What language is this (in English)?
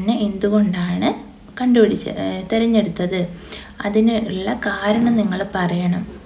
Malayalam